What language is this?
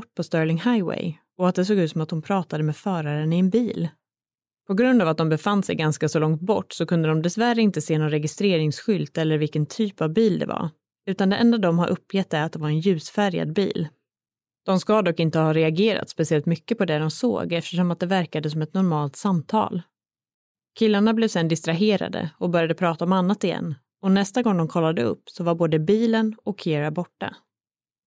Swedish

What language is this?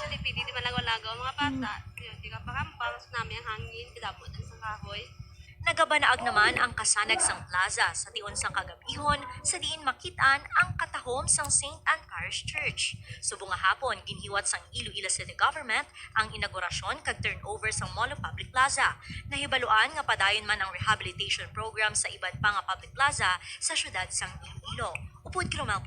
Hiligaynon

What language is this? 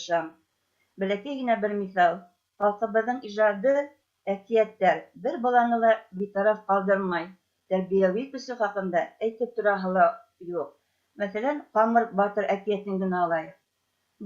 Bashkir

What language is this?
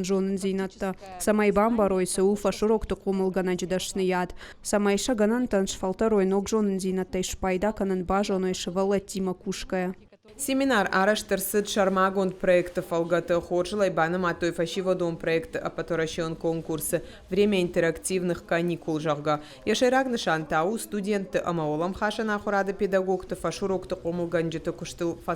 Ossetic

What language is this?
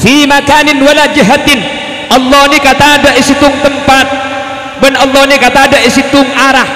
Madurese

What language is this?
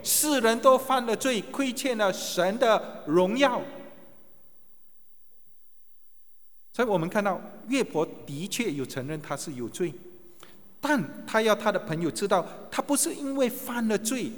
Chinese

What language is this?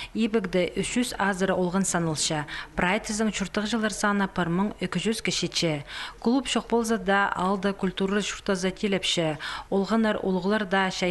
Khakas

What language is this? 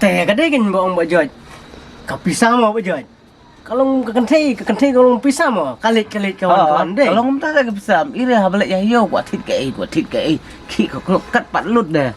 Khasi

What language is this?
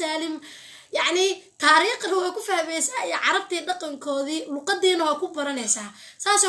Somali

